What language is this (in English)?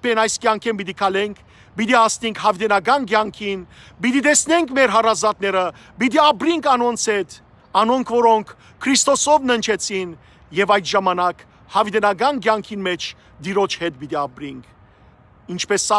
Western Armenian